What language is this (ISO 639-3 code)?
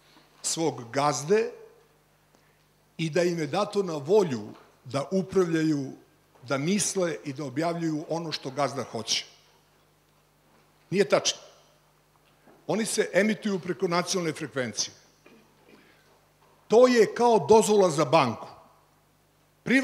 srp